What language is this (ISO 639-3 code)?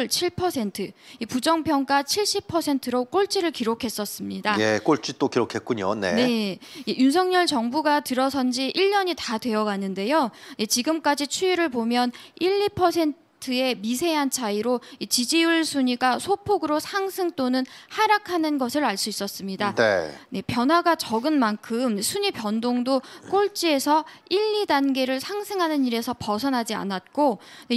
kor